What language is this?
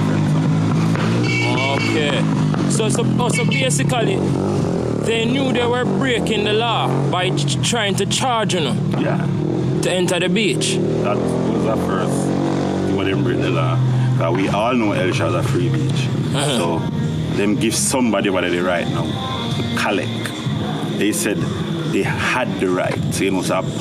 Jamaican Creole English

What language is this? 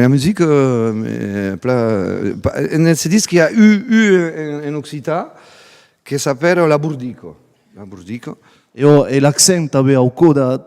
Occitan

